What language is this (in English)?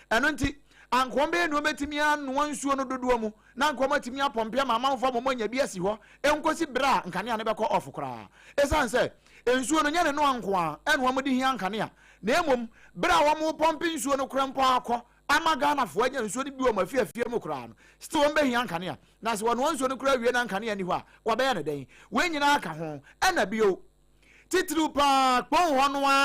Akan